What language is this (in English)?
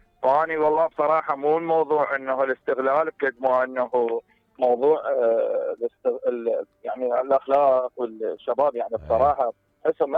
Mesopotamian Arabic